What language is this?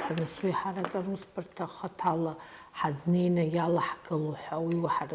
Abkhazian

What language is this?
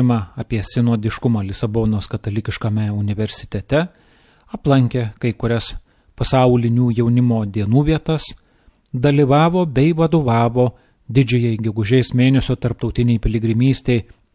Lithuanian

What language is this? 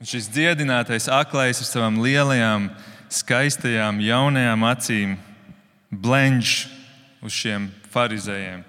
Latvian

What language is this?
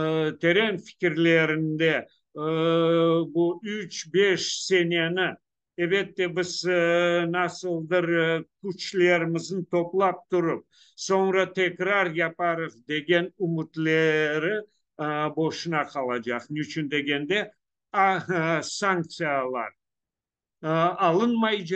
Crimean Tatar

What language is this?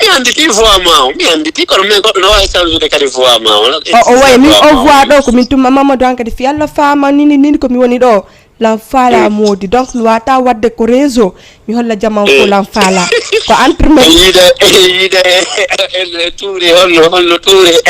Fula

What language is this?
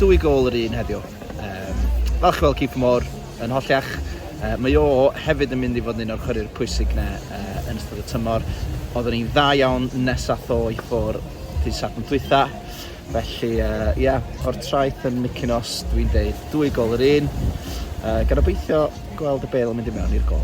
Welsh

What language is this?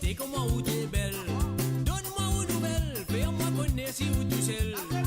Morisyen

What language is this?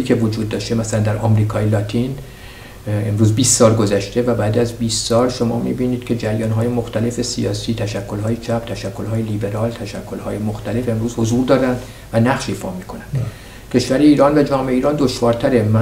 Persian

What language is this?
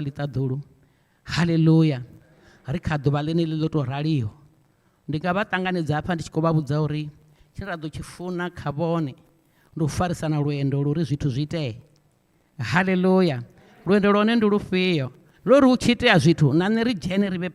Venda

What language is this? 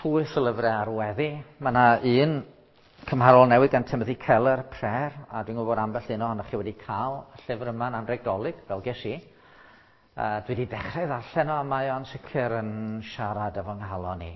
Welsh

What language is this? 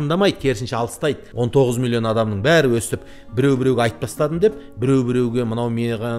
Kyrgyz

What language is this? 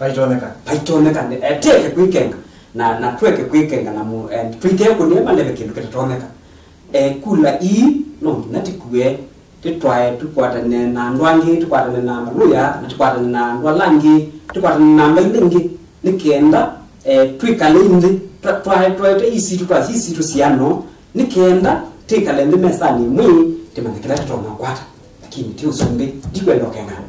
Kamba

